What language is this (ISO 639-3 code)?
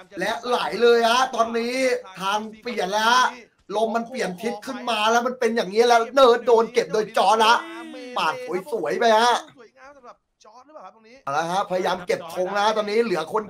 tha